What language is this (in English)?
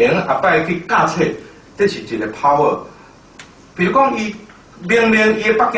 Min Nan Chinese